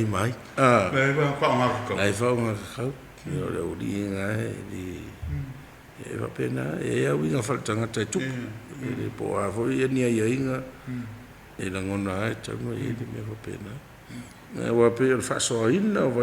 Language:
Samoan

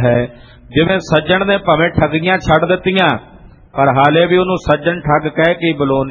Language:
Punjabi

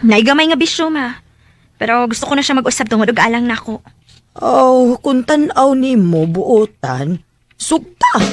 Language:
Cebuano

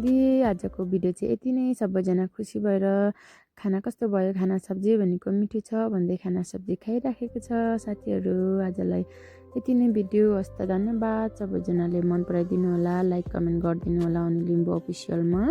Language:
Nepali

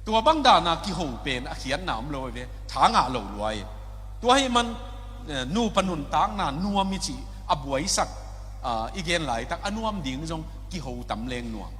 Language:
Tedim Chin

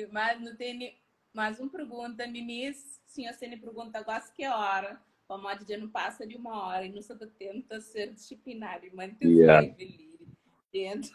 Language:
Kabuverdianu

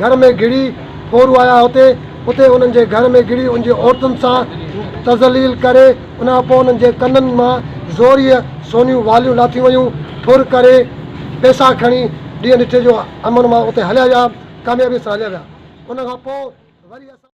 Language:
Sindhi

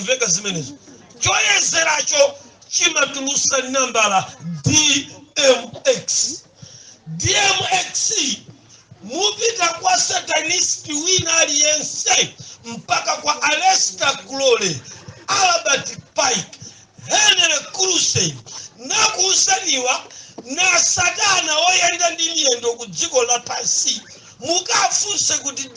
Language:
Nyanja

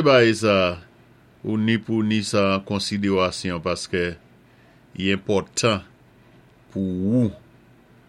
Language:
Saint Lucian Creole French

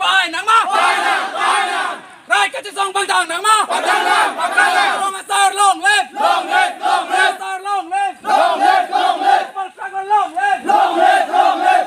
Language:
Karbi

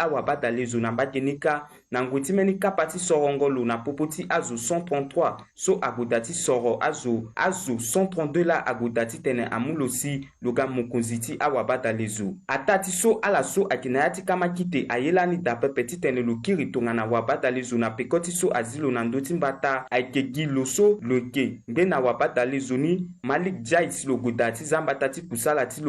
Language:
Sango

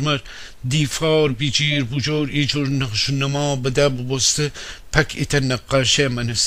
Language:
Gilaki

